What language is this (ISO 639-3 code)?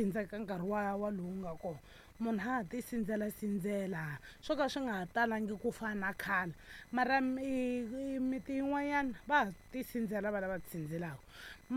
tso